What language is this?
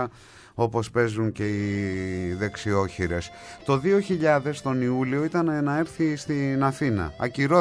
Greek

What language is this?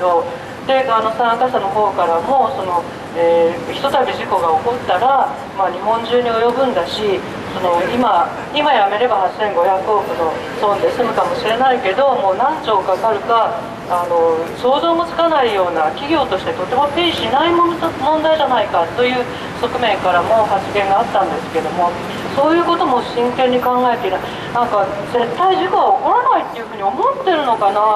Japanese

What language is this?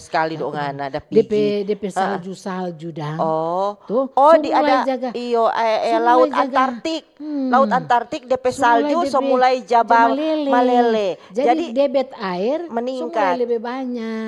Manado Malay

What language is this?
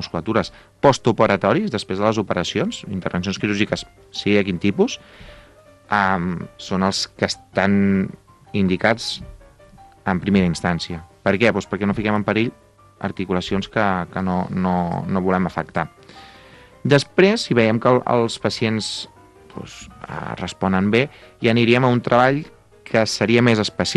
Catalan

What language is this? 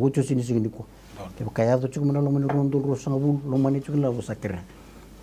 Fijian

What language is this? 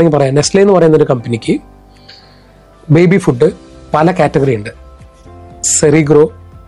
Malayalam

